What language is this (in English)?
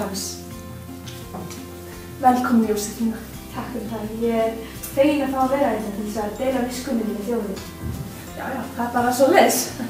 Icelandic